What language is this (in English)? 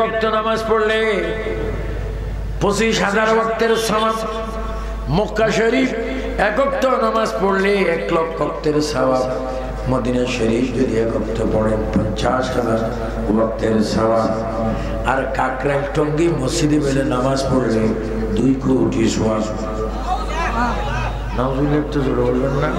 Bangla